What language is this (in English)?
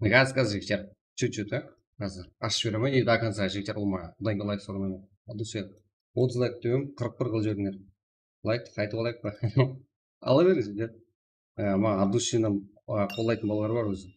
Kara-Kalpak